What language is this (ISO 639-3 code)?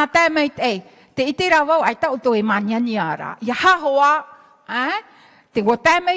tah